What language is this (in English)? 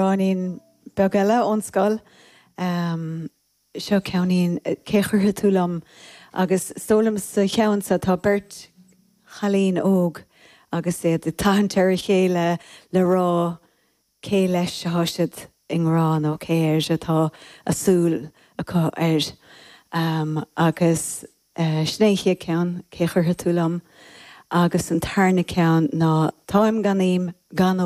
Irish